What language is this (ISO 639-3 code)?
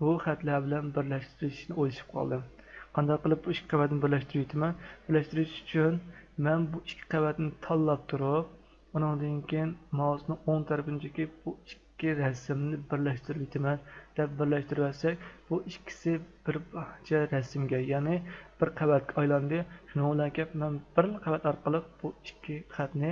uig